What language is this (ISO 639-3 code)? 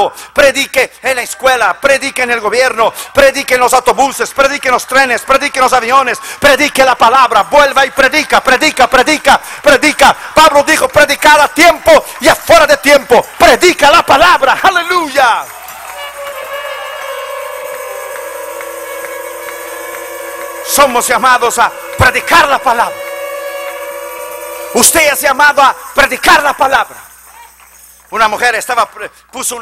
spa